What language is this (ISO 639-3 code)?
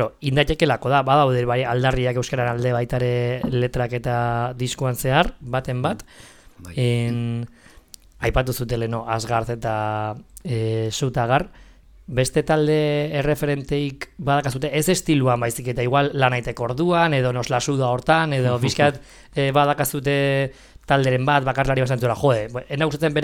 eus